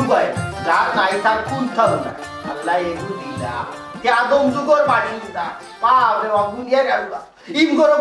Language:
Sylheti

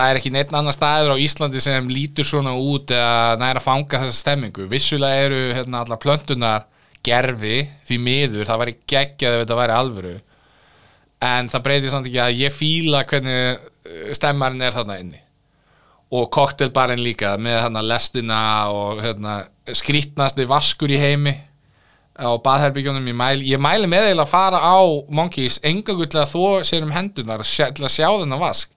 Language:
Icelandic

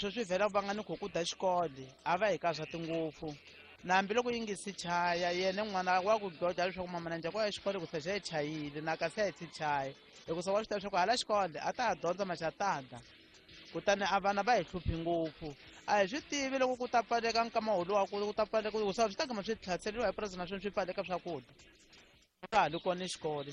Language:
Tsonga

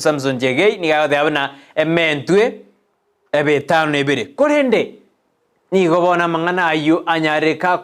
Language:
Gusii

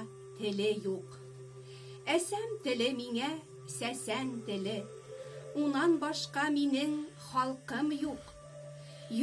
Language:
Bashkir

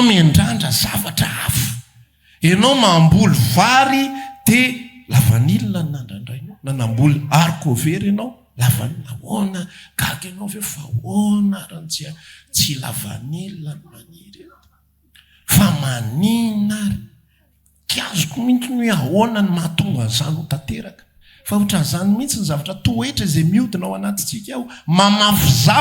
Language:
Malagasy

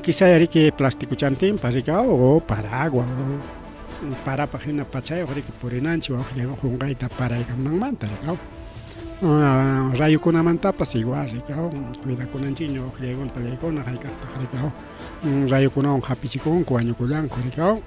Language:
Ayacucho Quechua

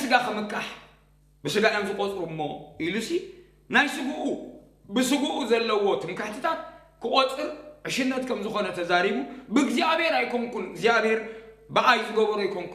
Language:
Tigrinya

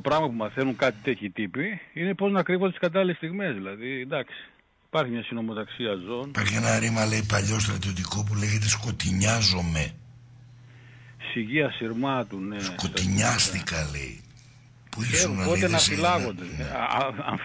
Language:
Greek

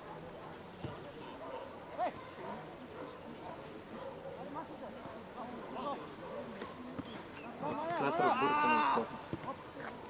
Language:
Bulgarian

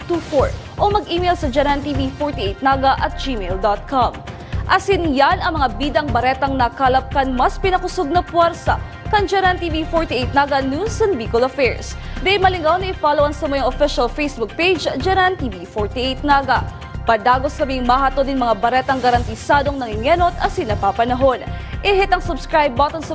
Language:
Bikol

